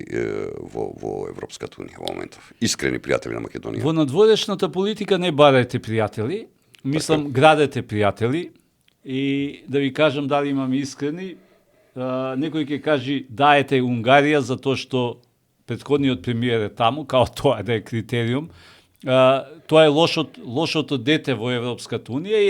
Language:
Macedonian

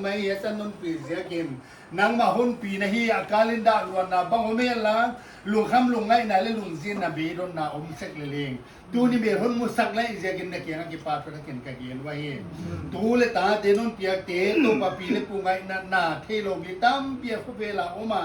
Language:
Paite Chin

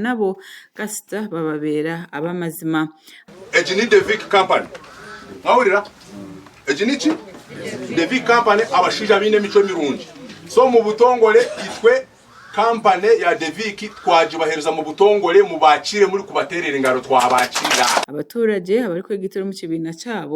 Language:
Nyankole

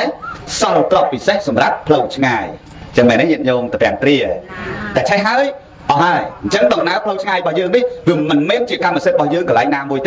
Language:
Khmer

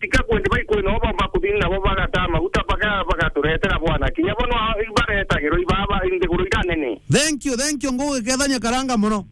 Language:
Meru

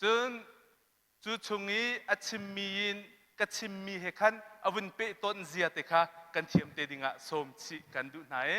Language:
Hakha Chin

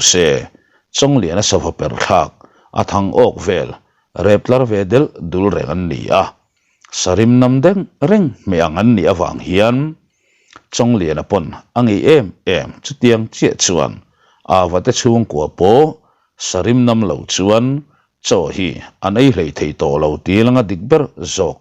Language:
Mizo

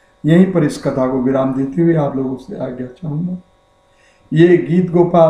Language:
Hindi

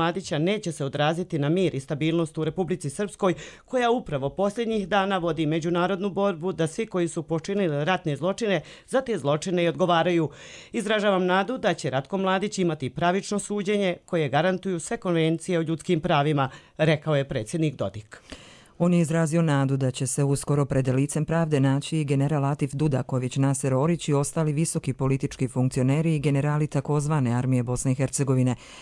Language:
Serbian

